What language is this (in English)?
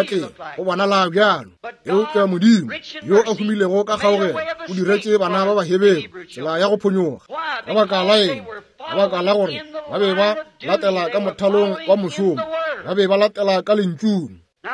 Northern Sotho